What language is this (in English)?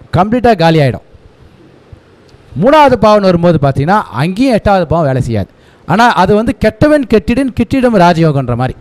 Tamil